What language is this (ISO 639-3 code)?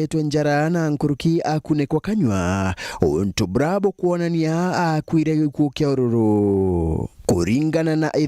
mer